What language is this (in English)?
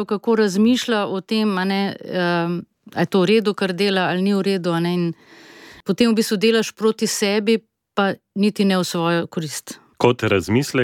Slovenian